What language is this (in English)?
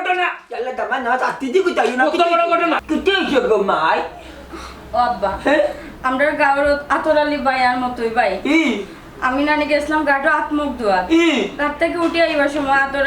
Sylheti